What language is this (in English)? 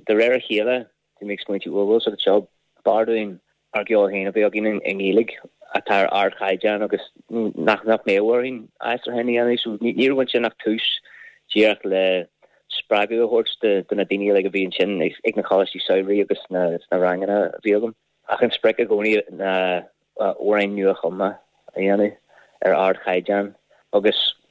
Irish